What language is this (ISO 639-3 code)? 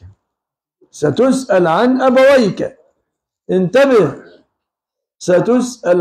ara